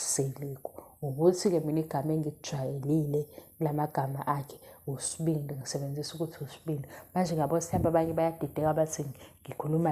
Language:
Zulu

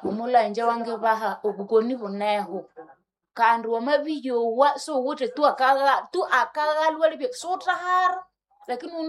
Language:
Nande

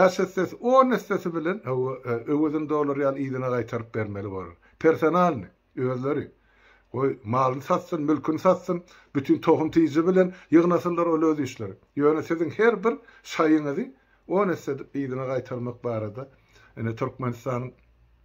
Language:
Turkmen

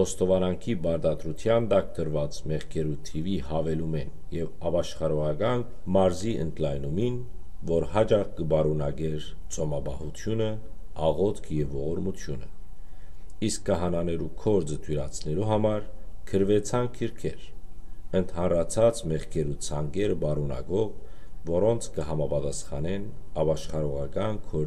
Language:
Western Armenian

